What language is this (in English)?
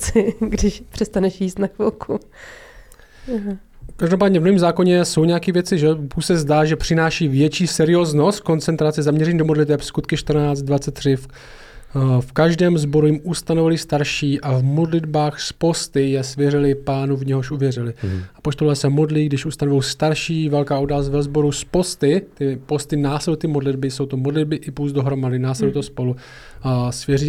Czech